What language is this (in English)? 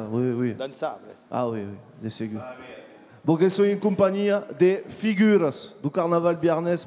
Occitan